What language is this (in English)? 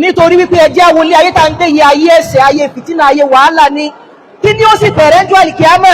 Yoruba